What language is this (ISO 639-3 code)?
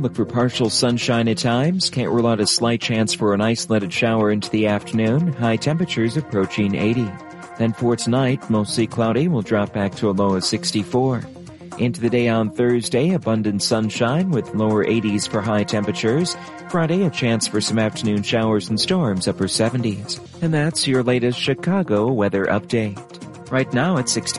eng